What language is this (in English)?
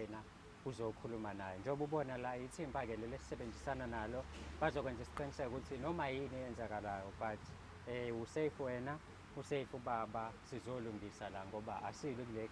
Zulu